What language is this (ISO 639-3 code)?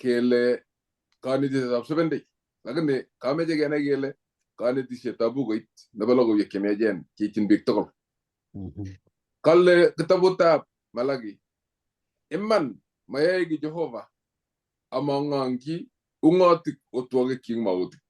kln